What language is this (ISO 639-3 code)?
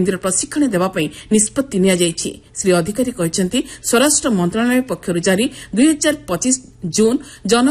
ori